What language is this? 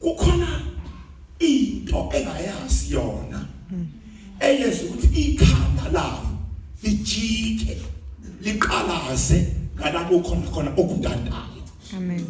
Zulu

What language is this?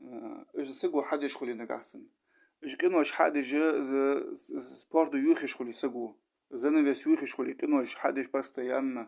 Ingush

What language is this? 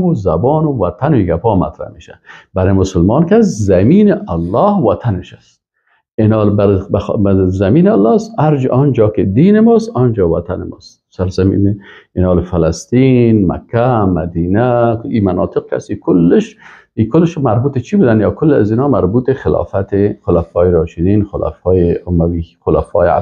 Persian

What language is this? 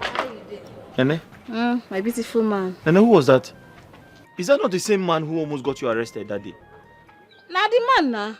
Nigerian Pidgin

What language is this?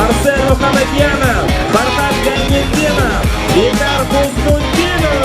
Bashkir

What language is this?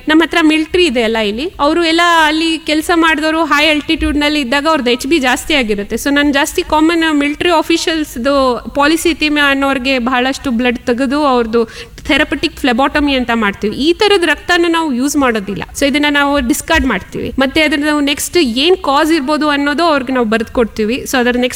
Kannada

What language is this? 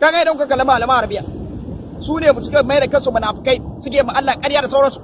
Hausa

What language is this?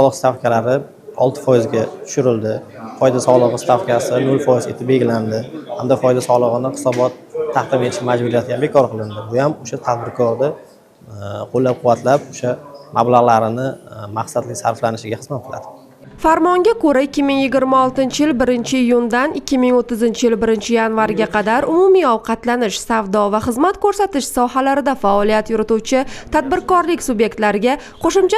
Uzbek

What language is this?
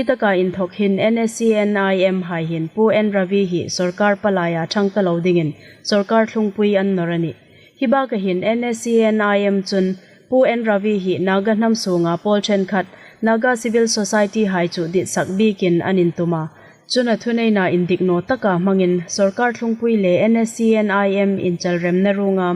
Hmar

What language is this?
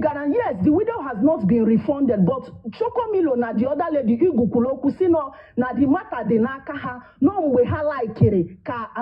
Igbo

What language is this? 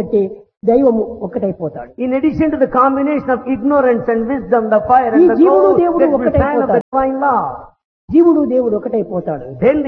Telugu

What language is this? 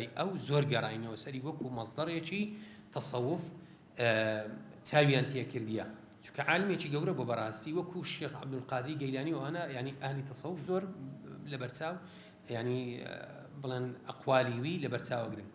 Central Kurdish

